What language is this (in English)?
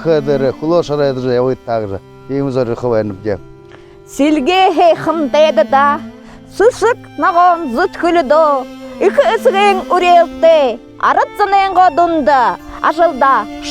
Buriat